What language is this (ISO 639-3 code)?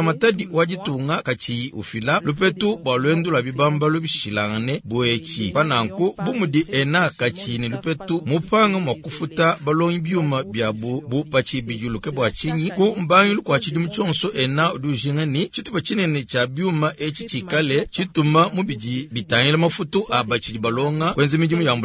lua